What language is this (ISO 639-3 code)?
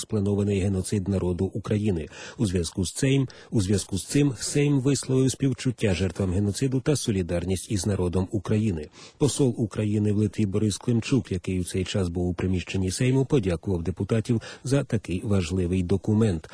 ukr